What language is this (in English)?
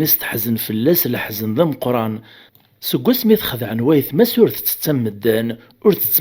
Kabyle